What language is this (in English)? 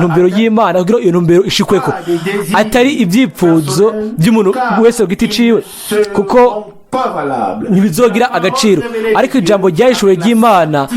Rundi